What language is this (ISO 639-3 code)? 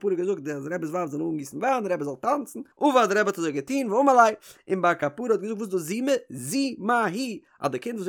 yid